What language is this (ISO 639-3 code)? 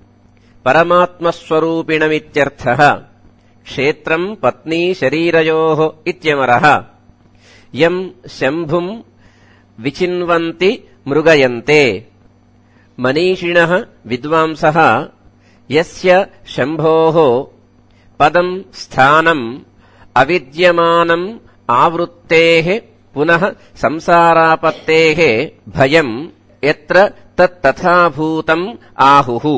san